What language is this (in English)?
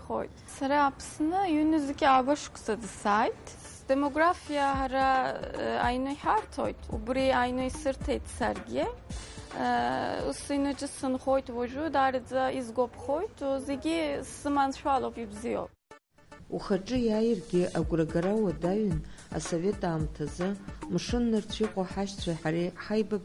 Abkhazian